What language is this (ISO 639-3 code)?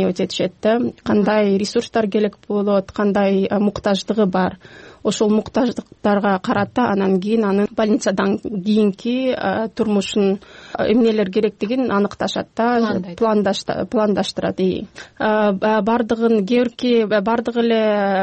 kir